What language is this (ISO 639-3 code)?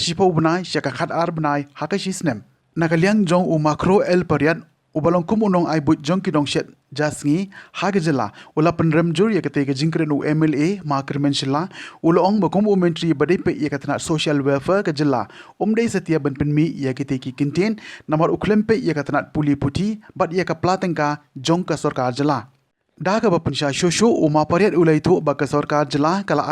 kha